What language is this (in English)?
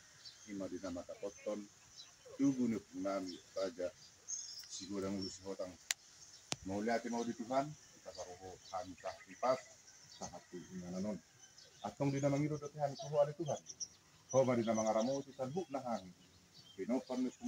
Batak Toba